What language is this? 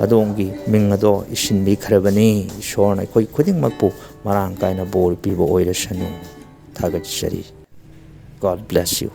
Manipuri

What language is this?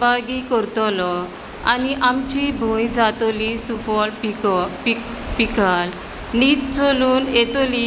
Konkani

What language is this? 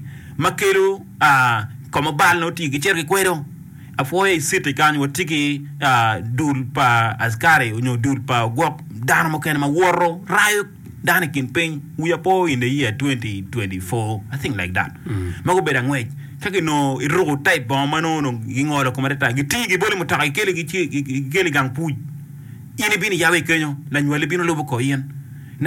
Acoli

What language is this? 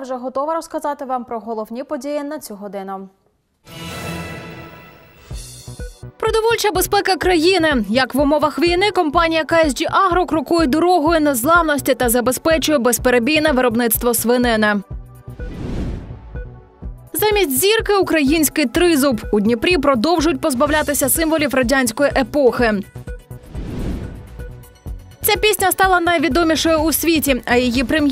Ukrainian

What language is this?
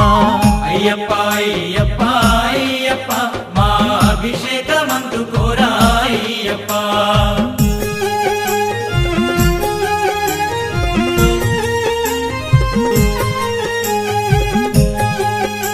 Telugu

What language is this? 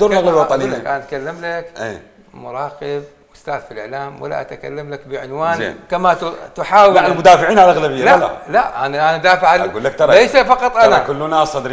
Mesopotamian Arabic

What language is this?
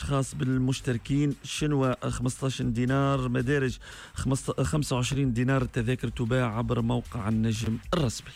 Tunisian Arabic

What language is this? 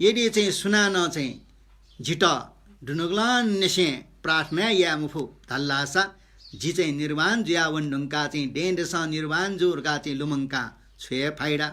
Newari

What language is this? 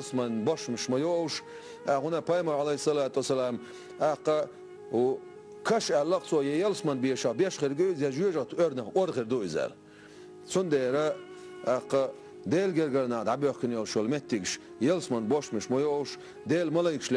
Chechen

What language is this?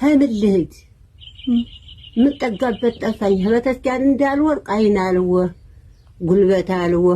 Amharic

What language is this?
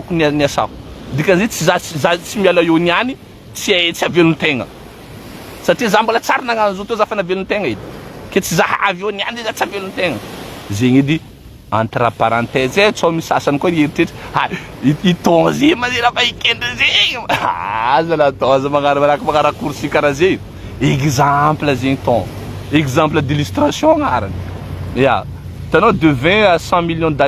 Malagasy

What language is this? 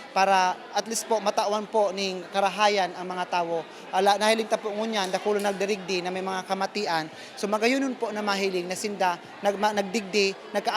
Bikol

